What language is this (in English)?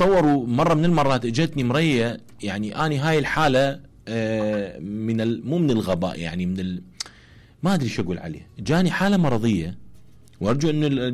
Mesopotamian Arabic